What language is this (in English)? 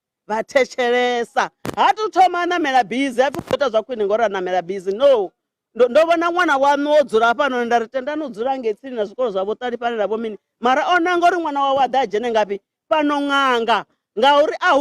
Venda